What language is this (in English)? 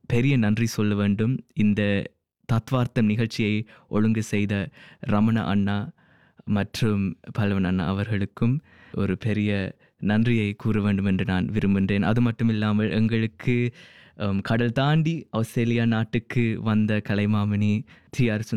Tamil